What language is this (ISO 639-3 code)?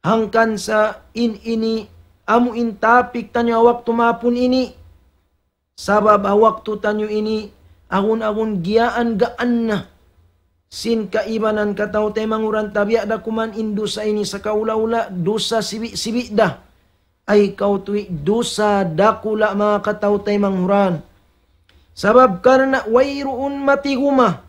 tsg